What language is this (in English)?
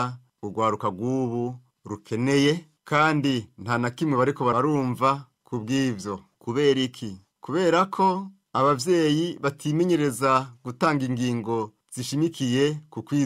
Rundi